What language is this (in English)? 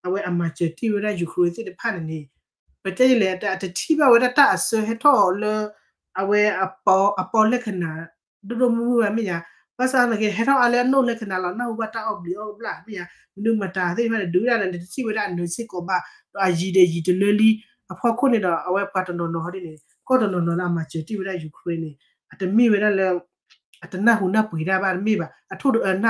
S'gaw Karen